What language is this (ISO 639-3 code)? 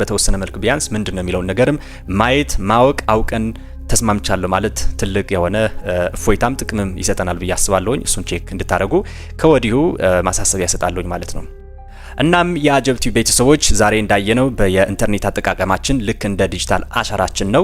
amh